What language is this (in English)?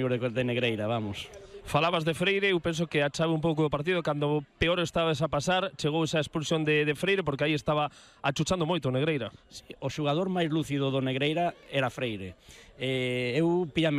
Galician